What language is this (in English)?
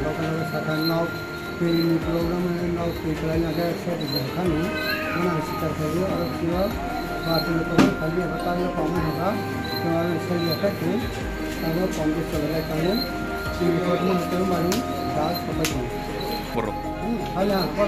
Riang (India)